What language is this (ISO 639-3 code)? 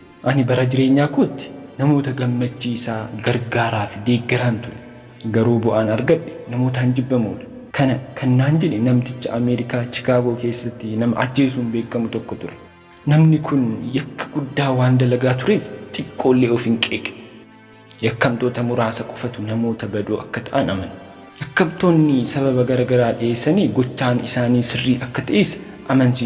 orm